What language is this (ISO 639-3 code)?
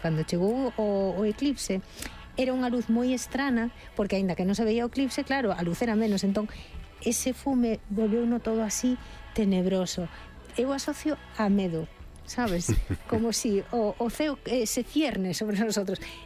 glg